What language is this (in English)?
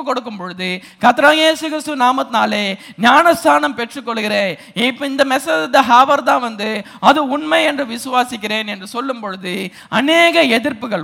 Tamil